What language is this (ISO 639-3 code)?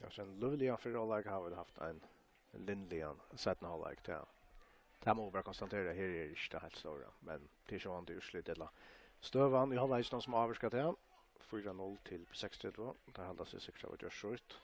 fao